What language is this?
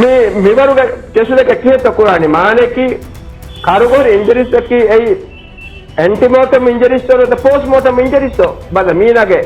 Divehi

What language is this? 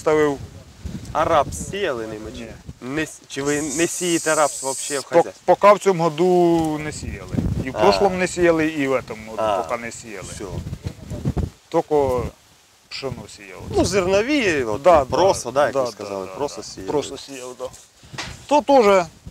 Ukrainian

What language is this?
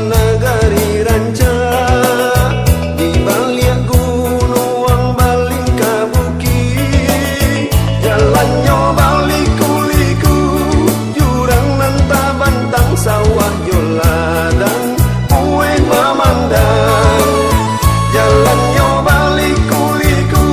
Minangkabau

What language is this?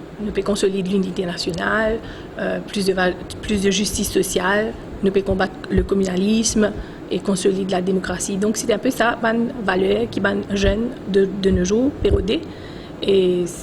Morisyen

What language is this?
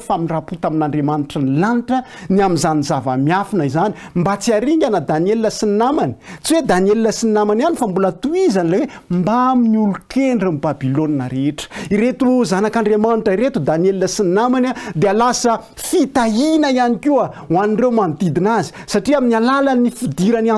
Malagasy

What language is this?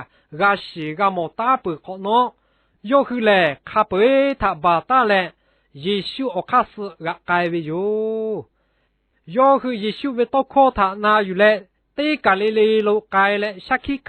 Lahu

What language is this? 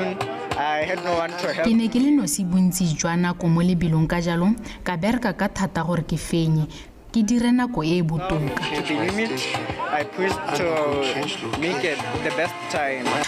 Tswana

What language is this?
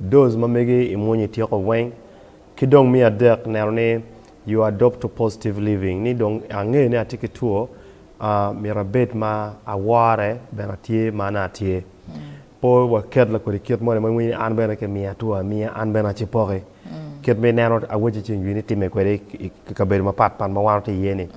Acoli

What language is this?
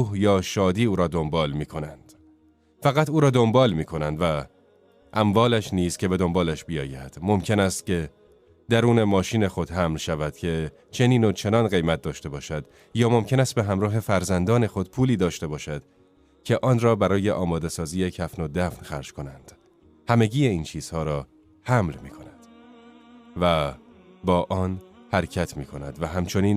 Tajik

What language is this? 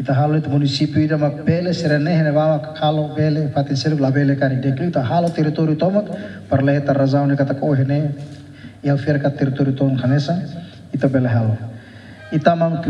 Tetum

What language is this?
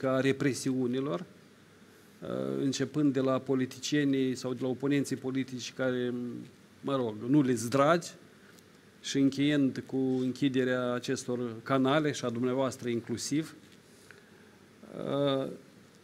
Romanian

